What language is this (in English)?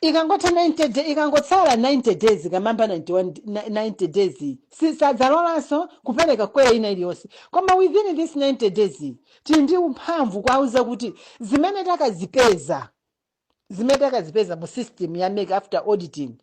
Nyanja